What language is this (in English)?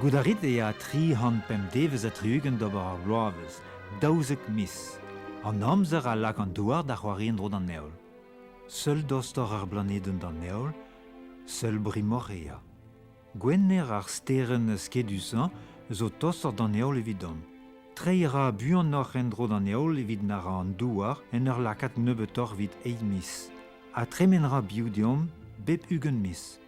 Breton